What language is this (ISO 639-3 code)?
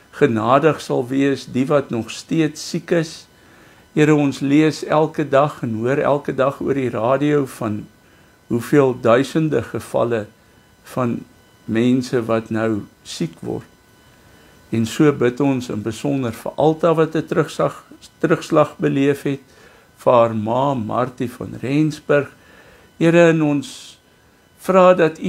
afr